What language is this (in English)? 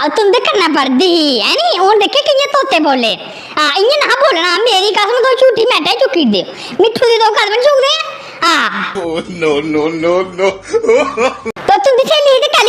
Dogri